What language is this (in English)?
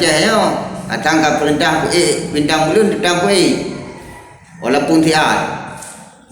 Achinese